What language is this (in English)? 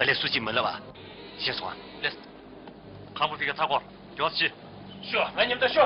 Tibetan